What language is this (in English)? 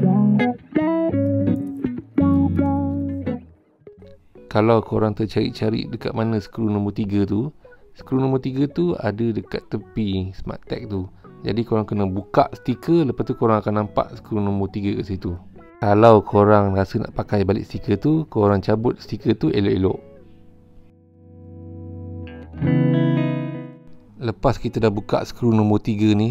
Malay